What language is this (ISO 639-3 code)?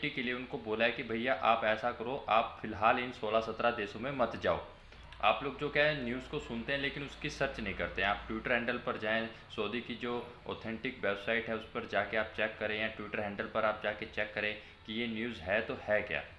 hin